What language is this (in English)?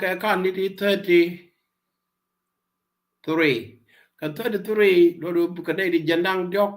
Nuer